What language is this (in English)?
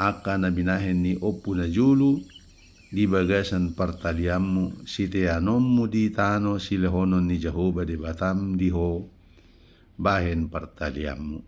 Batak Toba